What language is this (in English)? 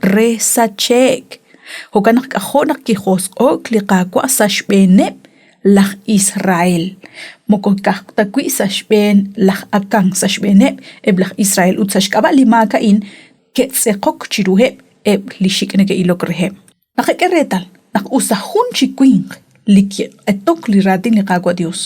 Kekchí